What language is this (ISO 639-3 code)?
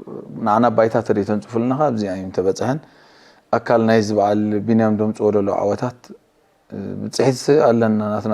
tir